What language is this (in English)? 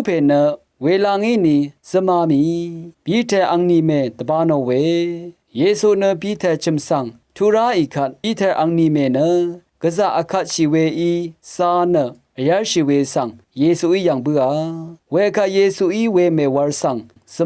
Rawang